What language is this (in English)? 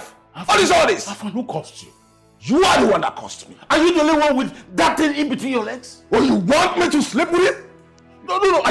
Nigerian Pidgin